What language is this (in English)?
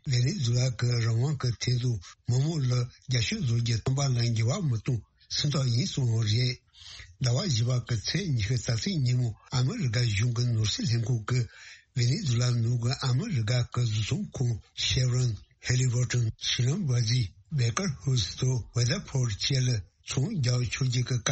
Tibetan